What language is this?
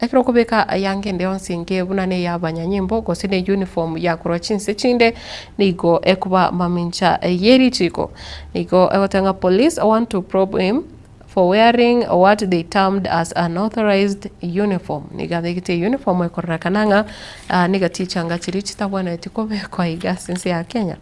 Gusii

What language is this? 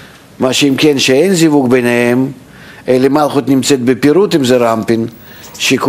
Hebrew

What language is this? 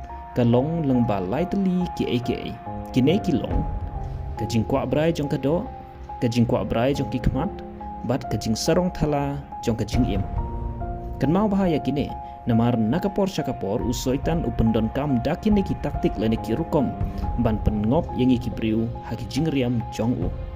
Khasi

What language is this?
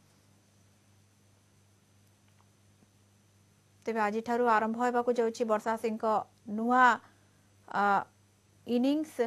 Odia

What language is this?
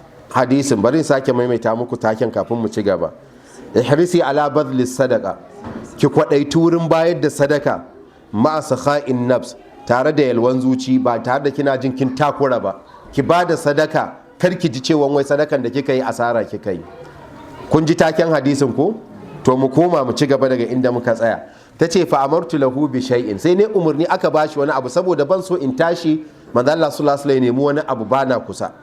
Hausa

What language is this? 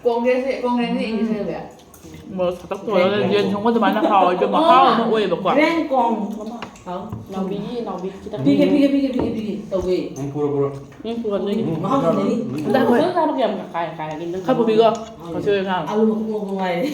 Manipuri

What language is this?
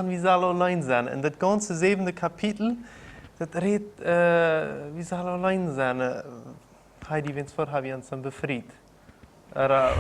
Plautdietsch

